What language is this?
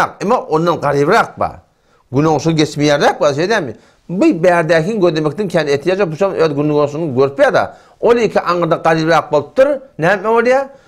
Turkmen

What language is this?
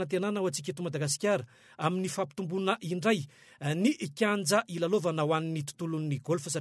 Malagasy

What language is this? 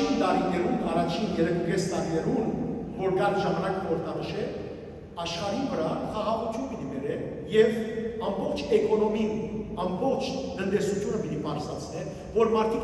Western Armenian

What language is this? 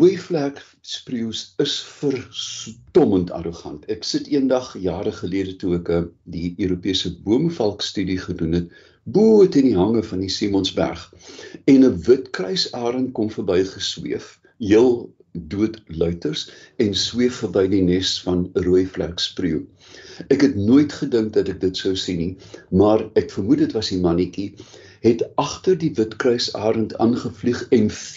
Afrikaans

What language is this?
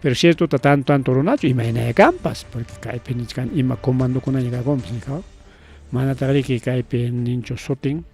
Ayacucho Quechua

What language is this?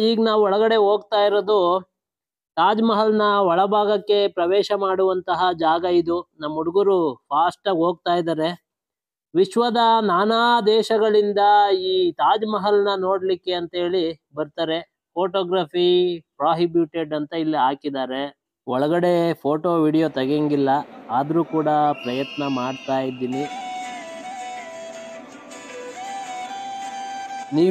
Kannada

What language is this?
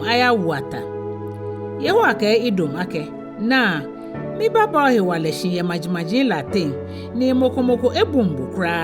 Ga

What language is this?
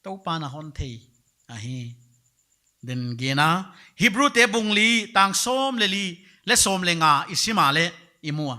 Paite Chin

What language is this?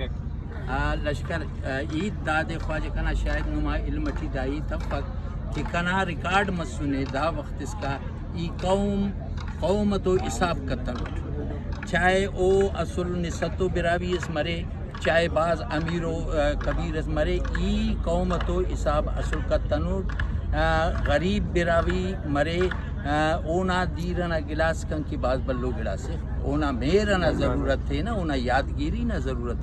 Brahui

